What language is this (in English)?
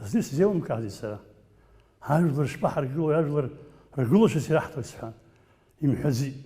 Abkhazian